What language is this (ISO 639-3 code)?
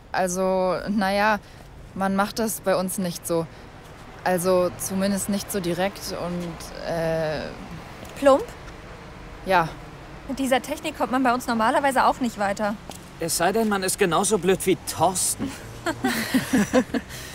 deu